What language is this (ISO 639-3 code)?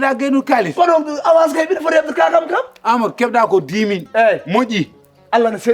ful